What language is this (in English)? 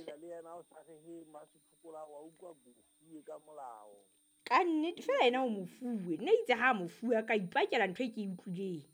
Southern Sotho